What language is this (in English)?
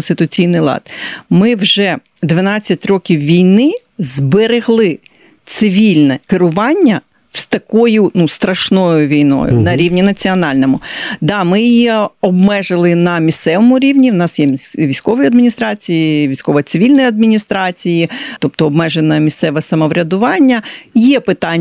Ukrainian